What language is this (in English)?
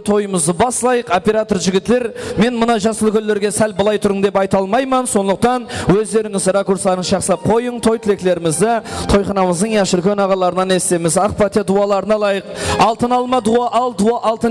Kara-Kalpak